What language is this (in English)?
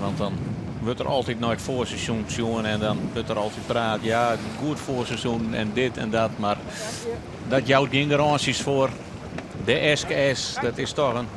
Western Frisian